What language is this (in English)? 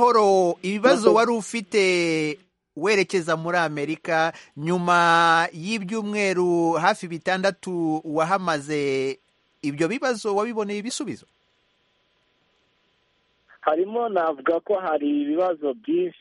Kinyarwanda